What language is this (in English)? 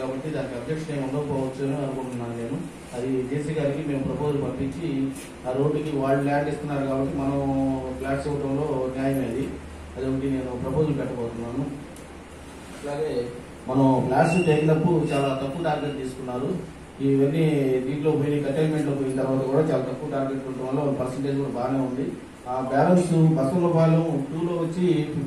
Telugu